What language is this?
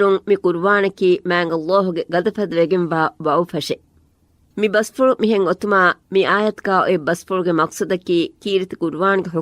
Divehi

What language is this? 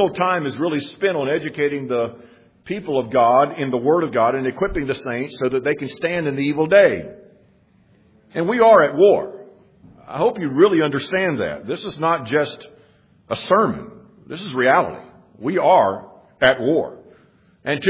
English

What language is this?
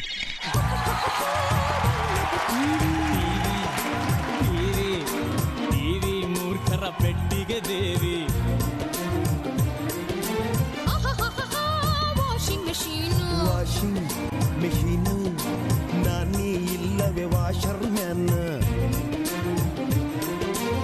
Kannada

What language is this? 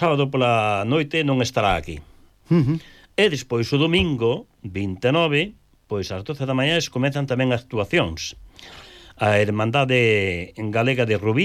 Galician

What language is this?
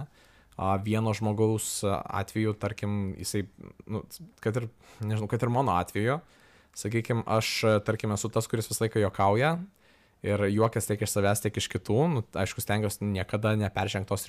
Lithuanian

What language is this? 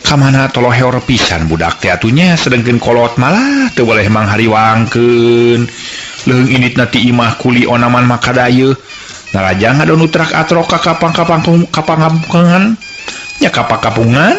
Sundanese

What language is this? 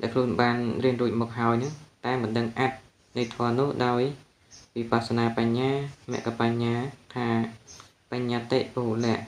Khmer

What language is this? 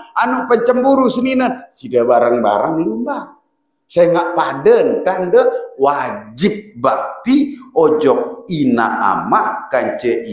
Sasak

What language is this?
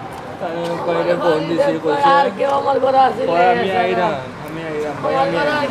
Sylheti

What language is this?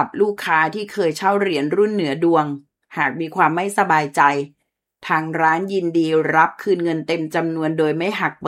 Thai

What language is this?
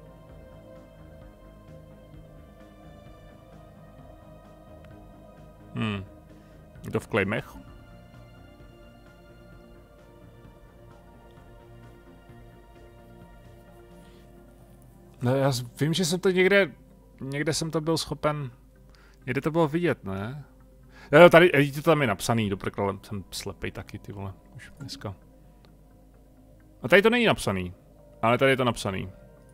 Czech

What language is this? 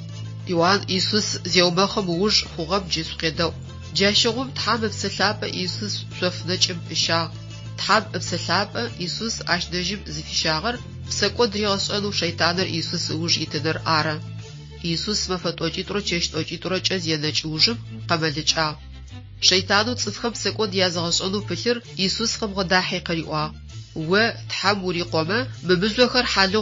Adyghe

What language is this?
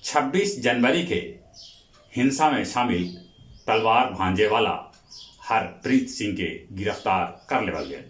Magahi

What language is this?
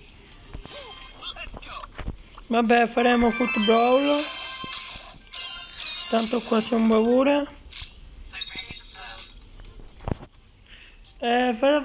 Italian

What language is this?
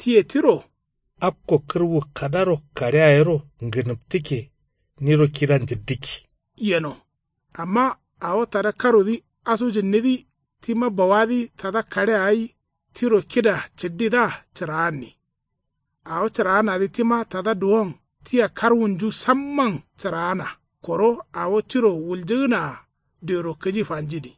Kanuri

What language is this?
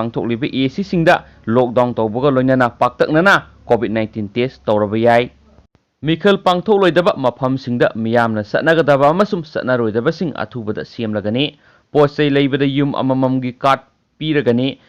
Manipuri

